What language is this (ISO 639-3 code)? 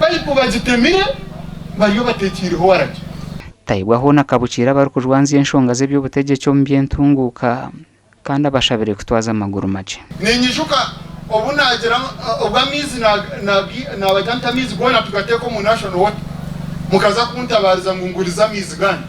nyn